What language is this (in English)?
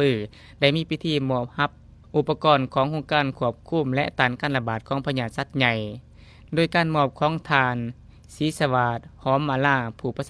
Lao